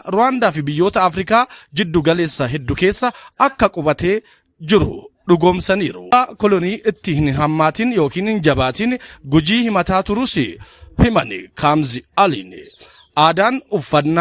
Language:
Oromo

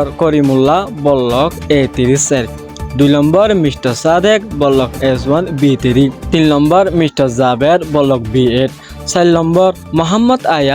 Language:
Rohingya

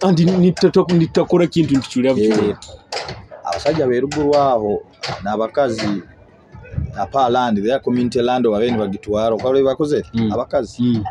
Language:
Nyoro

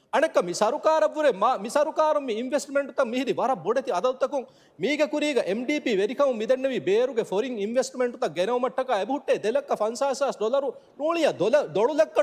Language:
Divehi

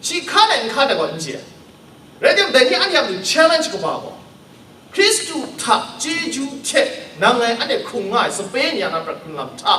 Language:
Kachin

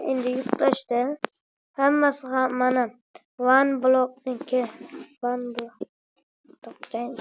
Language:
Uzbek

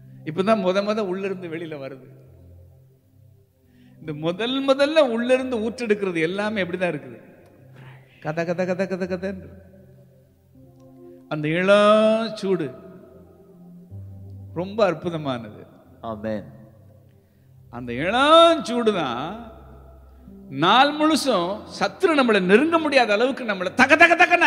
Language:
Tamil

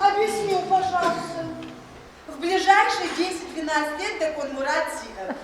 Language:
Adyghe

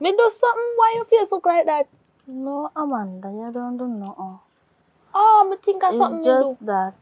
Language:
Jamaican Creole English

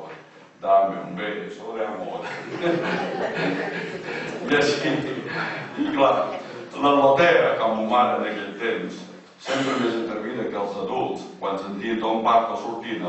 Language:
Catalan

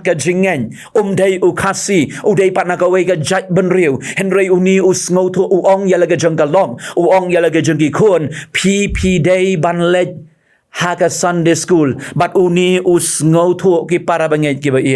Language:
Khasi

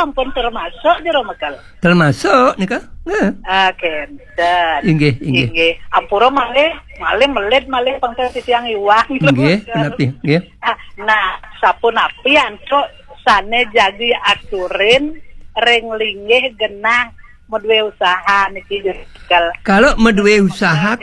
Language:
Balinese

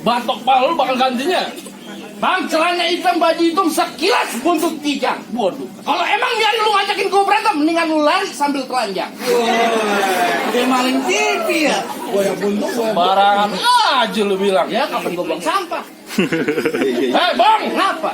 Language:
Betawi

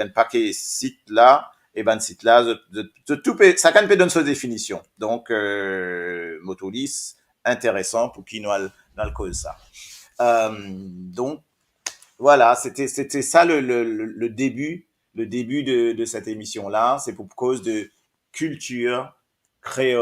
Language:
Morisyen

